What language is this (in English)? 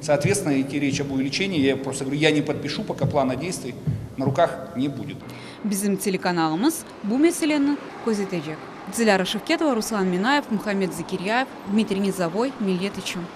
Crimean Tatar